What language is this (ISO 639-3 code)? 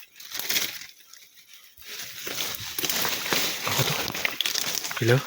tts